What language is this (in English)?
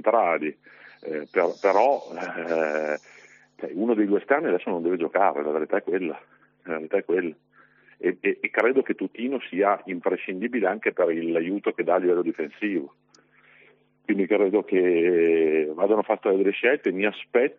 Italian